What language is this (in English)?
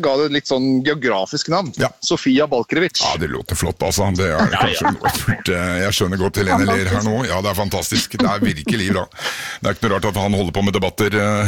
Norwegian